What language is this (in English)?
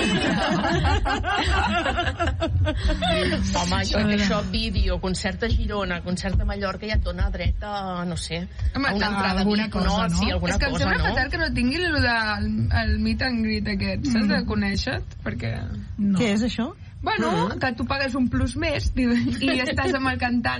Catalan